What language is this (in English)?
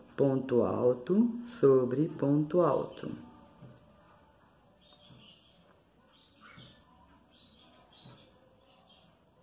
Portuguese